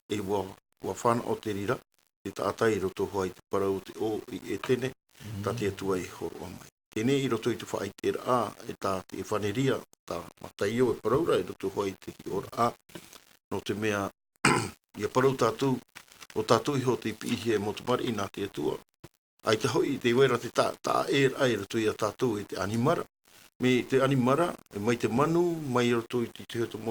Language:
Tahitian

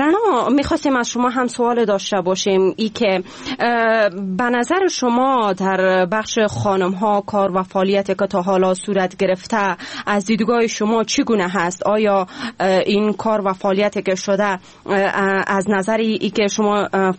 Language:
Persian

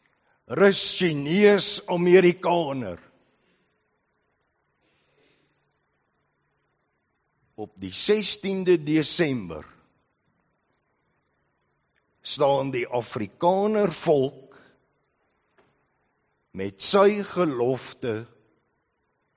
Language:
Afrikaans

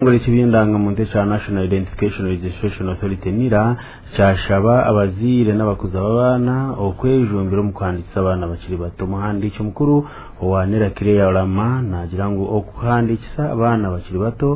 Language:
Nyankole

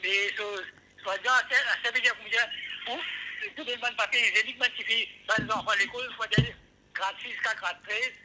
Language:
Morisyen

